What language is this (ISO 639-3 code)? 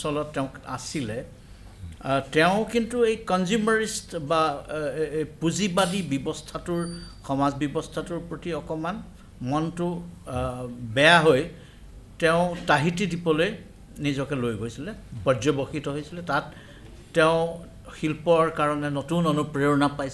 asm